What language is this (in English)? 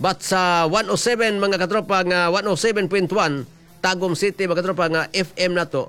Cebuano